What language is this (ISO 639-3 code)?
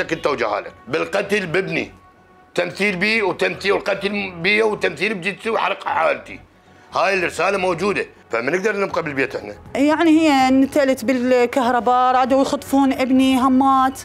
acm